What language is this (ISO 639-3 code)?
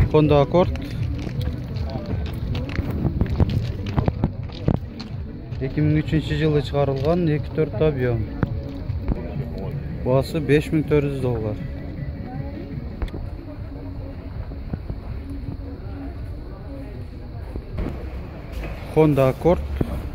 kir